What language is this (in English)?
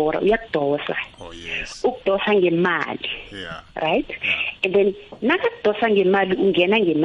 South Ndebele